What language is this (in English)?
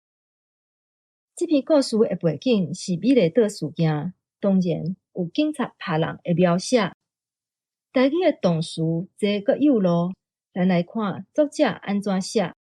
Min Nan Chinese